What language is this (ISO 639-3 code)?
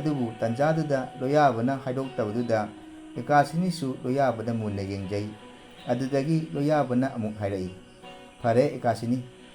mni